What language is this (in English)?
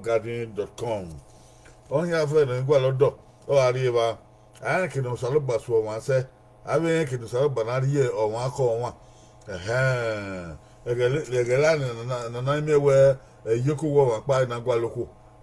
Bini